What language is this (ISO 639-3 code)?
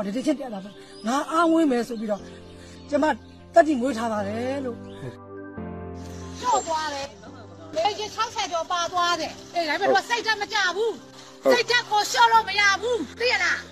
mya